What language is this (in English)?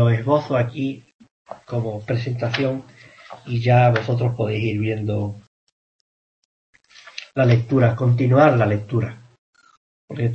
Spanish